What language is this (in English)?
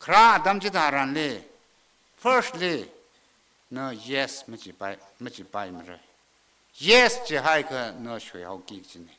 Tangkhul Naga (India)